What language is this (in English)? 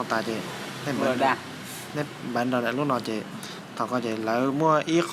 Hmong